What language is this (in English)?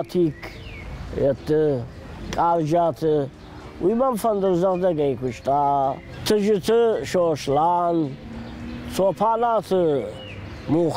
Ossetic